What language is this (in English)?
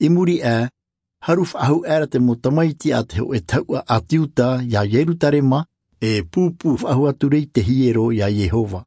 Tahitian